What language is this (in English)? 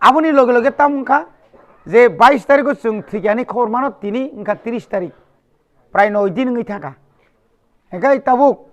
Kok Borok